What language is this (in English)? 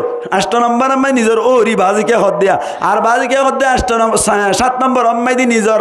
Rohingya